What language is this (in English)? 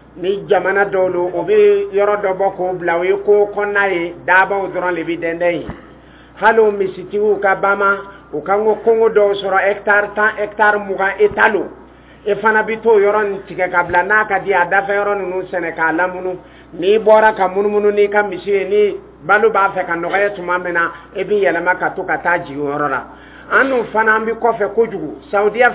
Dyula